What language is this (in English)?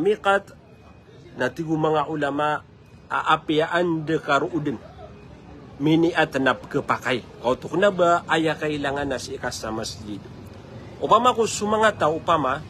Maranao